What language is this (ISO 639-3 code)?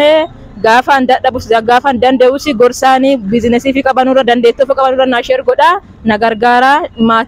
orm